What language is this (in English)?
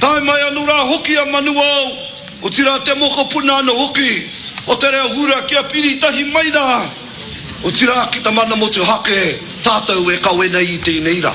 Māori